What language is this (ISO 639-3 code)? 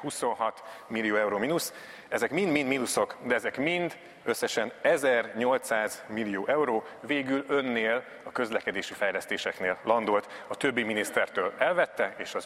hun